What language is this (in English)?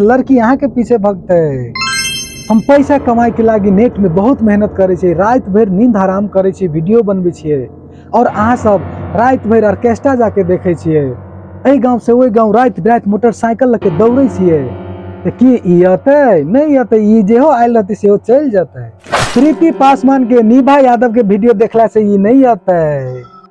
Maithili